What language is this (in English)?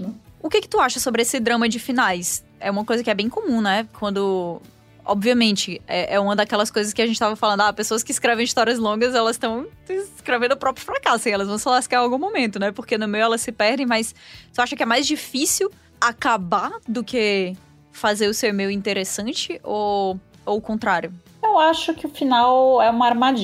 Portuguese